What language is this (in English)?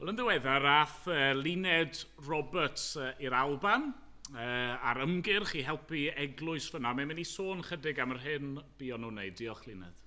Welsh